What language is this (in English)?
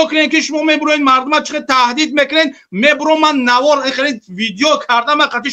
Tajik